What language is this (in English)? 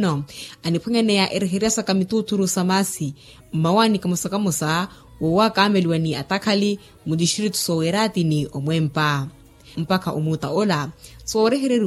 Makhuwa